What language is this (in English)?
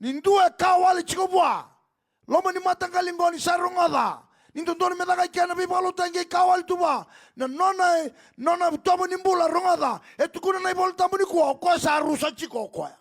Fijian